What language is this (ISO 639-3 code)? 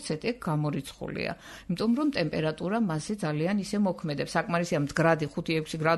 kat